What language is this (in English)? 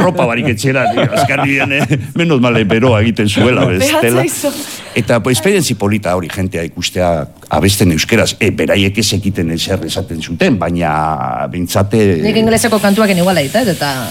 Basque